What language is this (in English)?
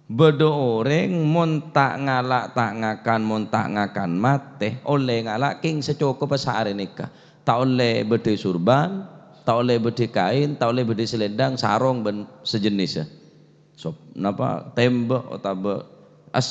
Madurese